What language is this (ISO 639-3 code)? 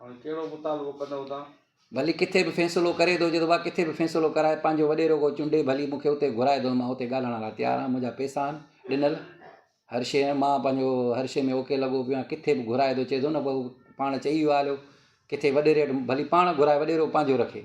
snd